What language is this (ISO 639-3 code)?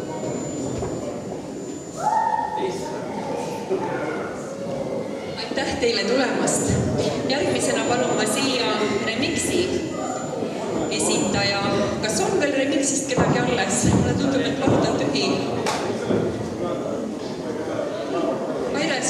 est